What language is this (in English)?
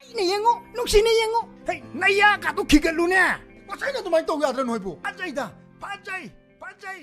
Manipuri